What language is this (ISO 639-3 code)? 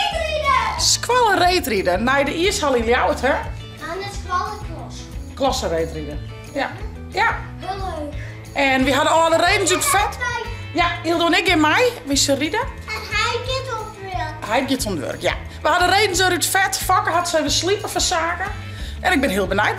fry